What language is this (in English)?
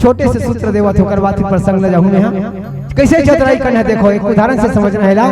Chhattisgarhi